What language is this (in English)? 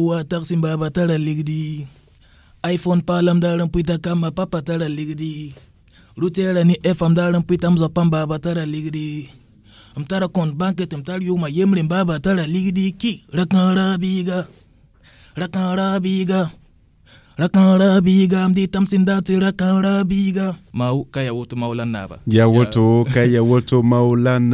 Mossi